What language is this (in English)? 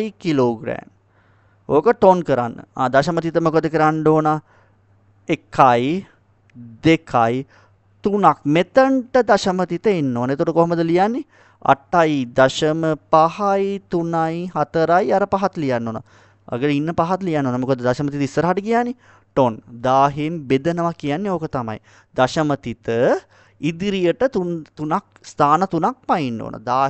Sinhala